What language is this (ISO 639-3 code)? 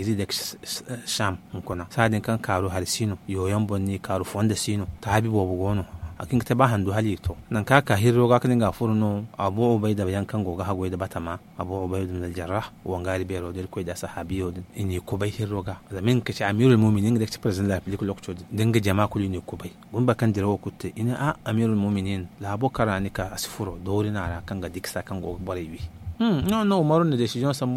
dje